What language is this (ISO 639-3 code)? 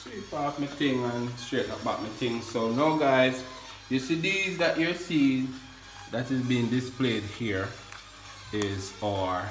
jam